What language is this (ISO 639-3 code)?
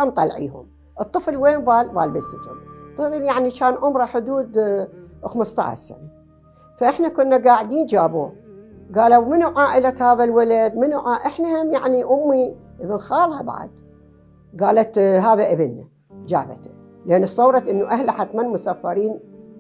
acm